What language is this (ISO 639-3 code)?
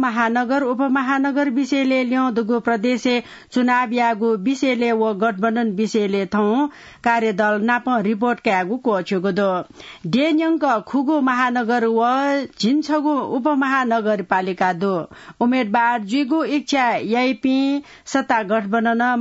new